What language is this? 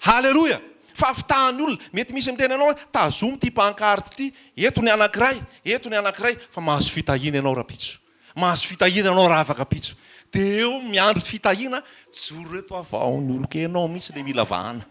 Malagasy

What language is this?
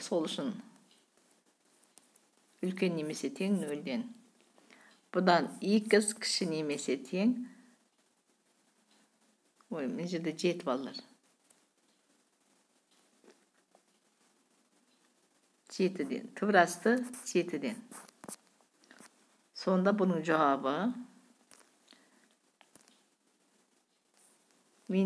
Kazakh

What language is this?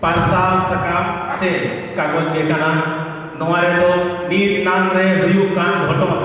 Santali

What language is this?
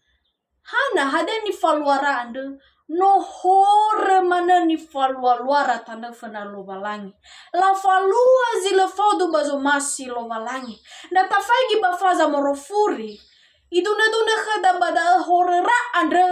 Nias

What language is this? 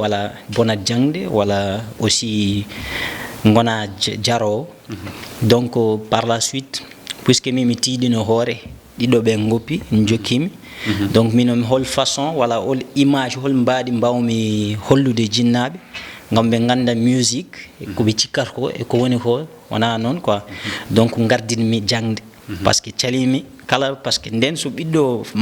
Fula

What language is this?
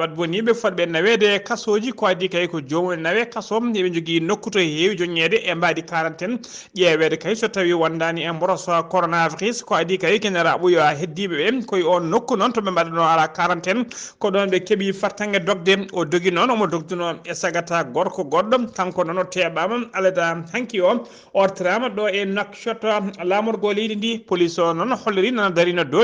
Fula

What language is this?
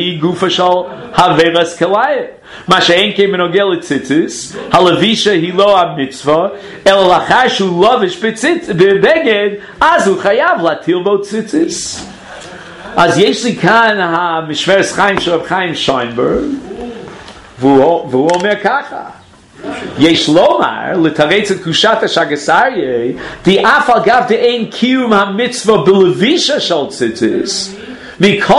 Hebrew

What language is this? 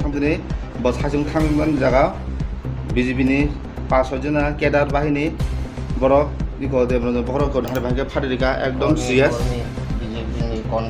Kok Borok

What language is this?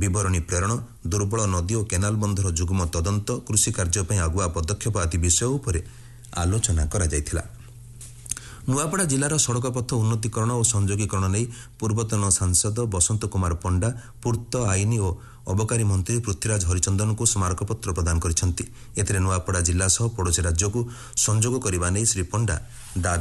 Odia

